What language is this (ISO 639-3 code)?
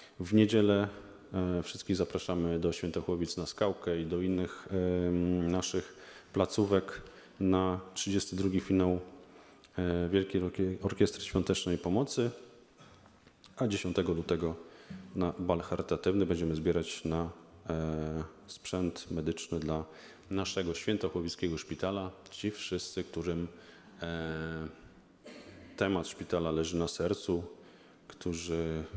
pol